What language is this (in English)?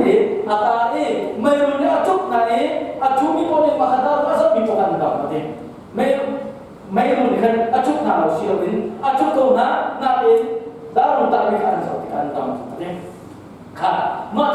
Hakha Chin